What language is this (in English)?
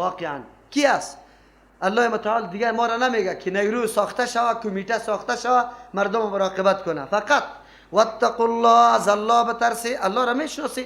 Persian